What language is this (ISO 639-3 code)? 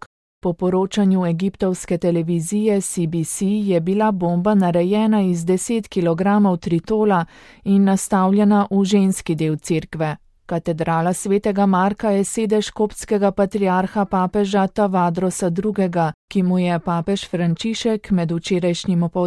slv